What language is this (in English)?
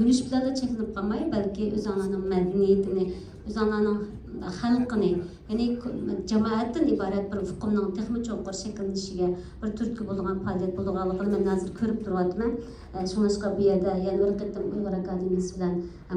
Uyghur